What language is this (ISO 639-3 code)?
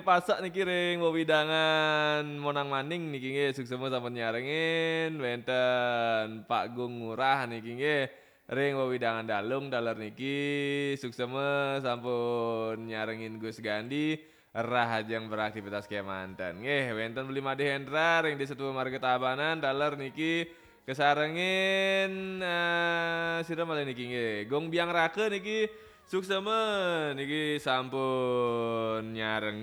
ban